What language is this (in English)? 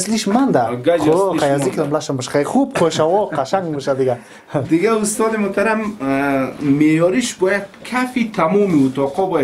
Persian